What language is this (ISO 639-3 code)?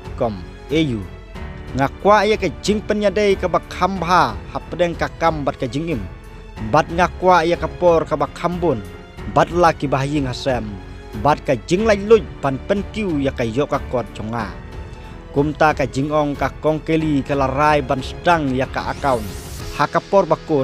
kha